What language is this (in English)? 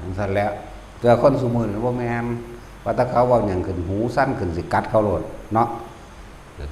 Northeastern Thai